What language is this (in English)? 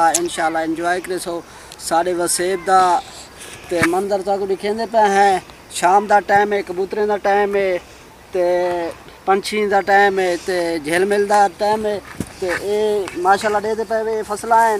Saraiki